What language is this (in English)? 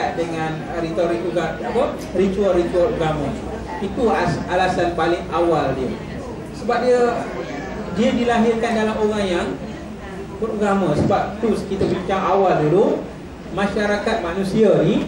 Malay